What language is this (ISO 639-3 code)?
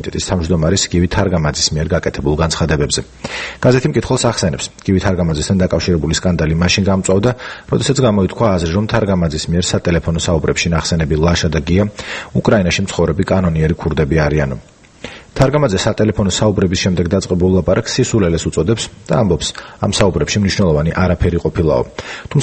kat